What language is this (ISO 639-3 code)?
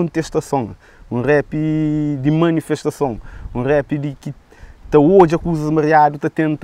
kea